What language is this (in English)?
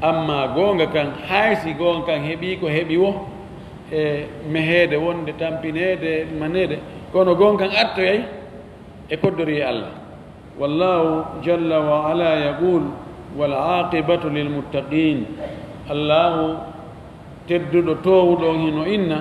Fula